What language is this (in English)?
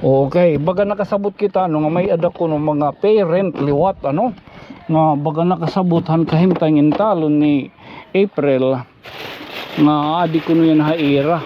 Waray